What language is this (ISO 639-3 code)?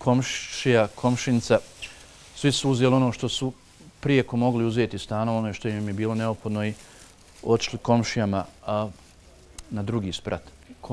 bos